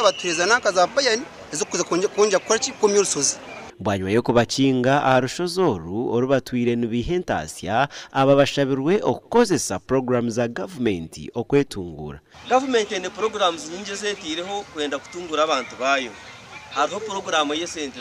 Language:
Nyankole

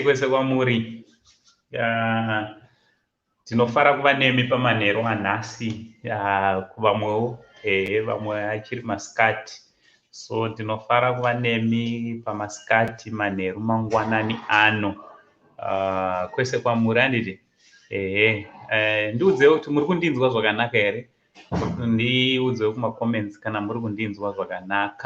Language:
Shona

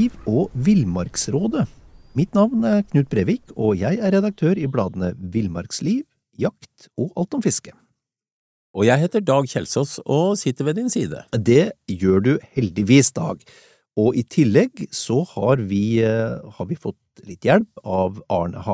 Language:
Norwegian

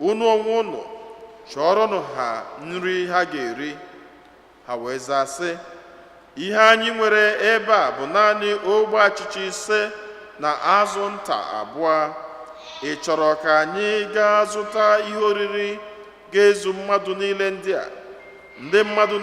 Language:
Igbo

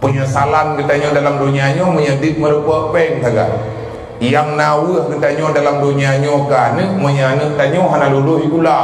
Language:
Achinese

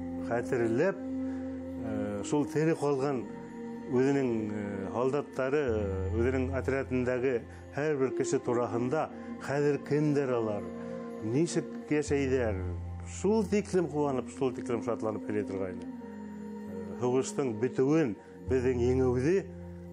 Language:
Bashkir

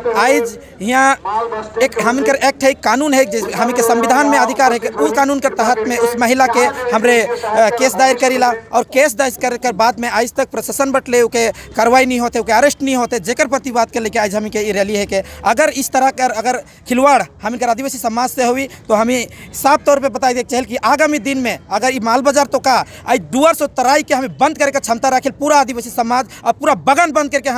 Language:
Sadri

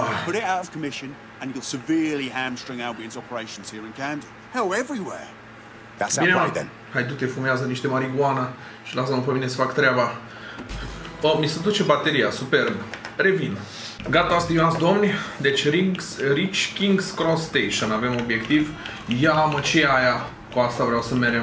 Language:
Romanian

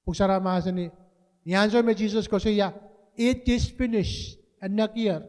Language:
Pohnpeian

